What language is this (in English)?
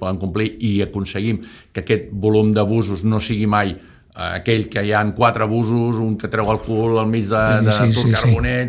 Catalan